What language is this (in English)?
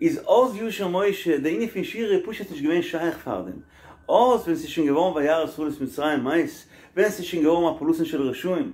Yiddish